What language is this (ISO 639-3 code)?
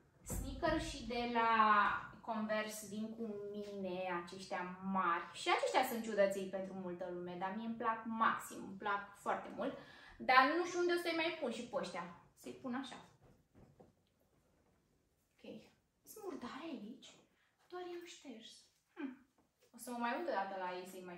ron